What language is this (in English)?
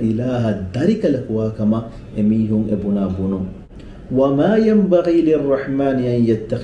Divehi